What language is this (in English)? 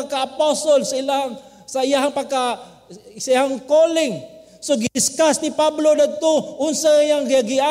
Cebuano